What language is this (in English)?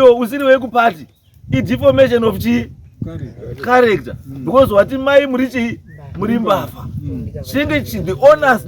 Shona